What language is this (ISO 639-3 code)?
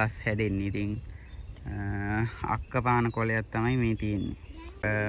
sin